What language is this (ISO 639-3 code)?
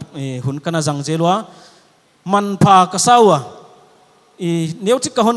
pck